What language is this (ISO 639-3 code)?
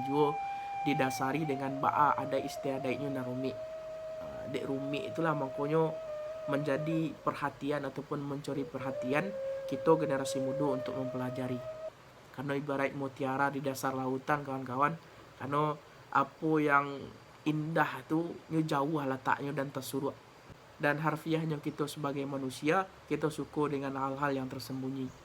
min